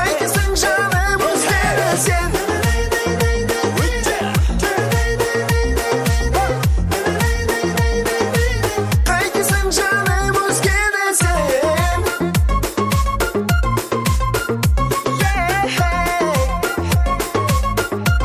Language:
Kazakh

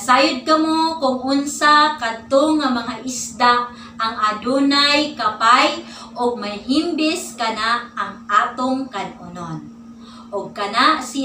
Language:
Cebuano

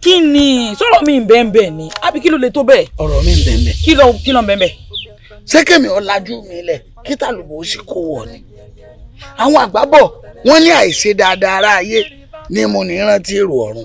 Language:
Yoruba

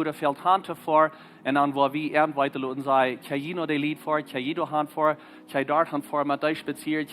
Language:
Plautdietsch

